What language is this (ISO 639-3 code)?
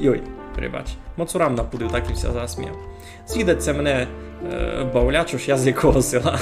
rue